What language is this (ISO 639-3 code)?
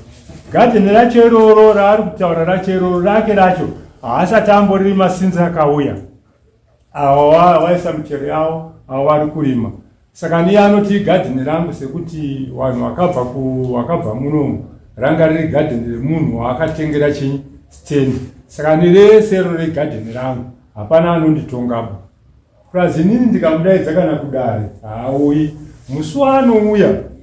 sna